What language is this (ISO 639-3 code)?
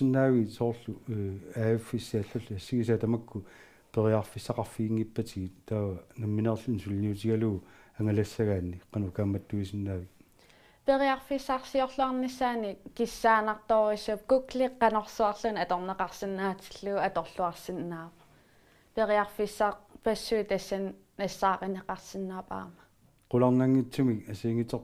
kal